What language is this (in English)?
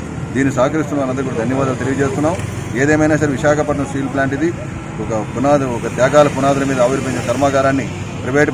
Telugu